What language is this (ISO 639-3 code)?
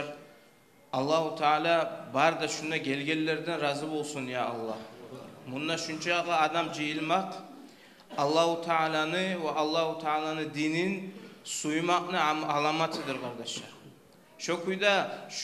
kum